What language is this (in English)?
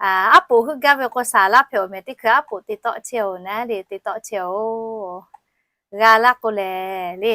Lahu